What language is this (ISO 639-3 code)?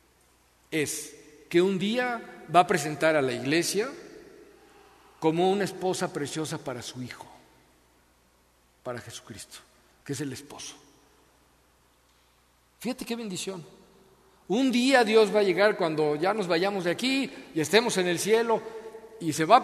spa